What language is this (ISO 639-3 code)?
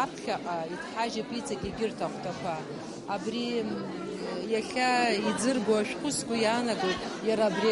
abk